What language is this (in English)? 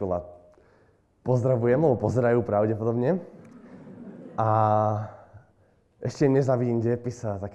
Slovak